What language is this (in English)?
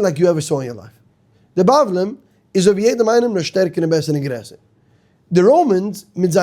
Yiddish